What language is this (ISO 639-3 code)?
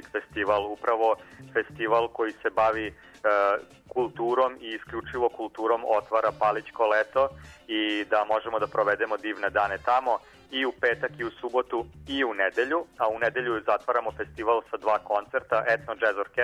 srp